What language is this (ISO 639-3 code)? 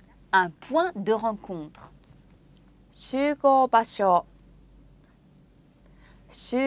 fra